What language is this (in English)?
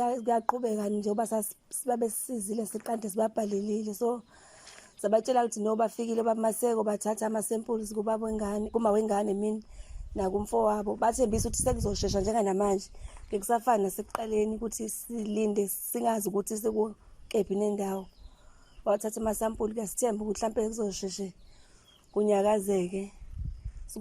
Zulu